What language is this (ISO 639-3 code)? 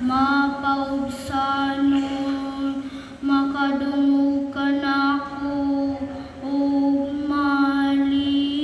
ceb